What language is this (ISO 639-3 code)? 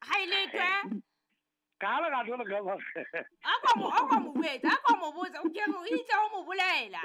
sot